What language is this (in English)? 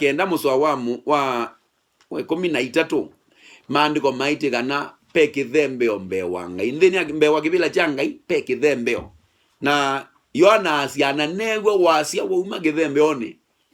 Kamba